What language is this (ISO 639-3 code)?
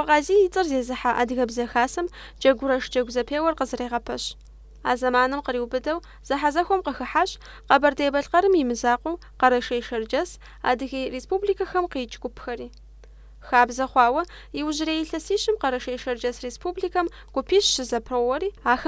kbd